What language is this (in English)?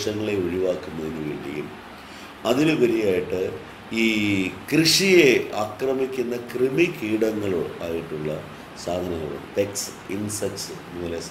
Malayalam